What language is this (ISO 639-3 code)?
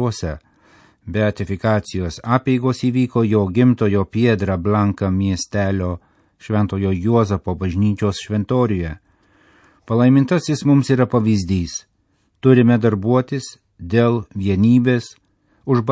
lit